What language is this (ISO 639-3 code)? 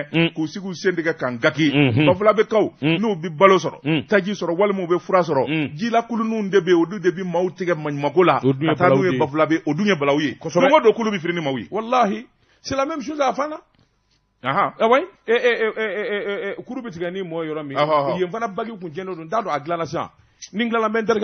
bam